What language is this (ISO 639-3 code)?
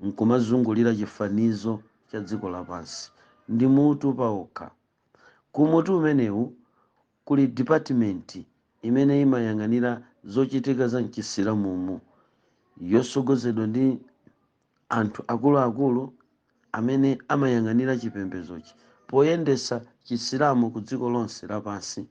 nya